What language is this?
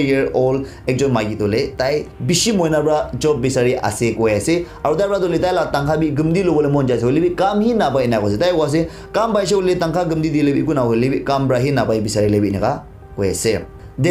Naga Pidgin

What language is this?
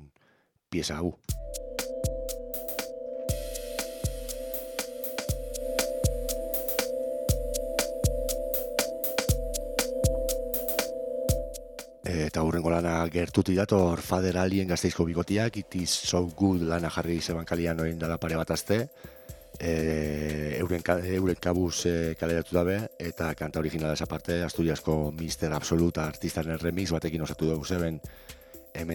Basque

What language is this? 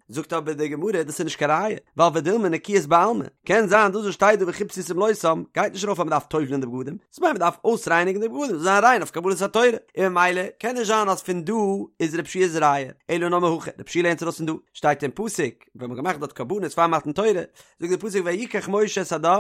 Yiddish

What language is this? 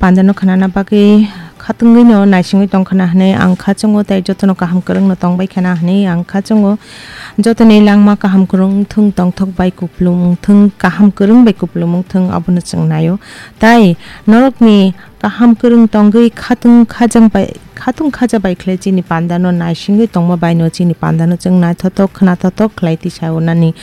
Kok Borok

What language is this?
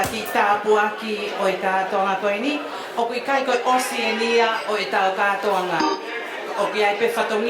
Tongan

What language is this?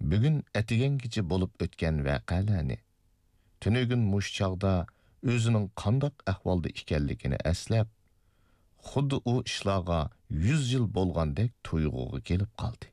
Uyghur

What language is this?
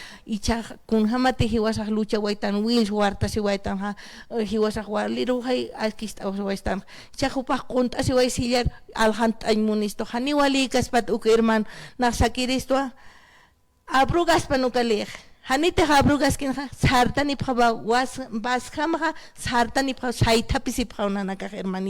Aymara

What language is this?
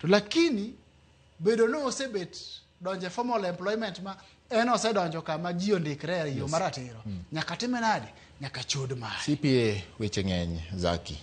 Luo (Kenya and Tanzania)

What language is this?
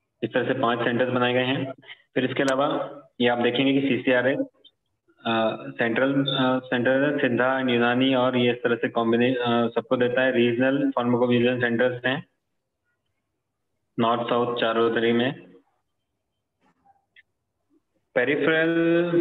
Hindi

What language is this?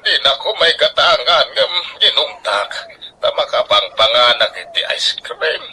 Iloko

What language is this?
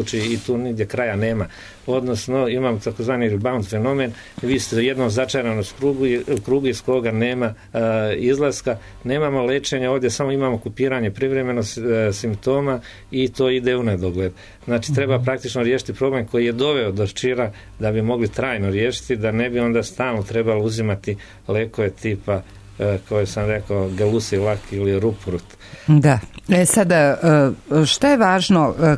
Serbian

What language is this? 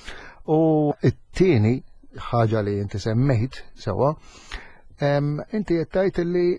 Maltese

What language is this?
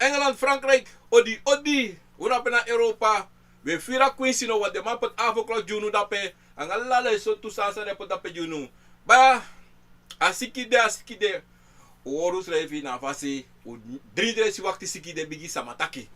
Sranan Tongo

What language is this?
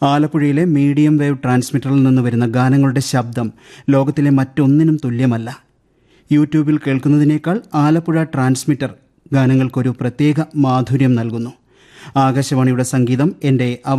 Malayalam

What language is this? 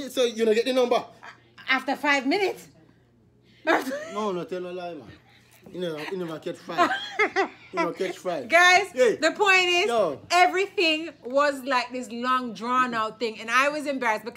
Jamaican Creole English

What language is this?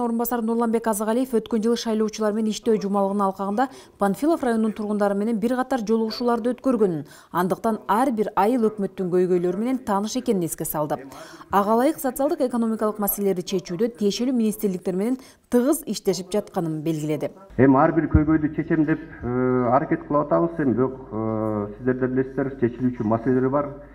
Kyrgyz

